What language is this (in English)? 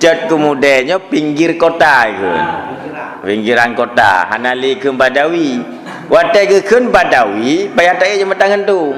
Achinese